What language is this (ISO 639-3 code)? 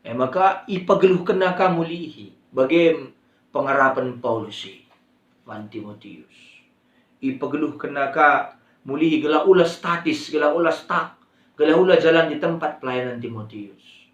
btx